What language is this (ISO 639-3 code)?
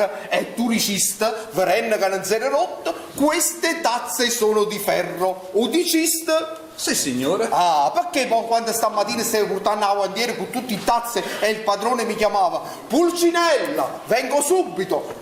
nap